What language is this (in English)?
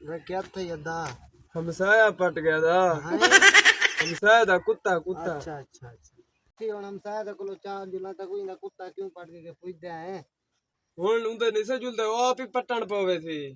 Saraiki